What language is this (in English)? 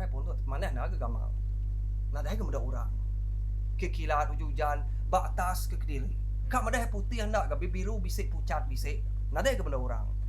Iban